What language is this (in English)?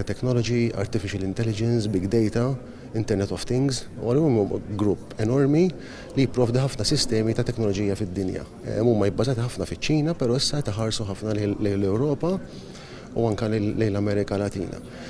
Maltese